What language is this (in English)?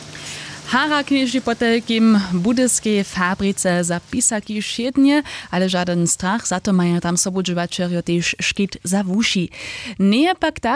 Upper Sorbian